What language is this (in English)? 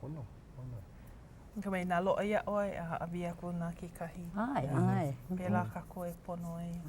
Hawaiian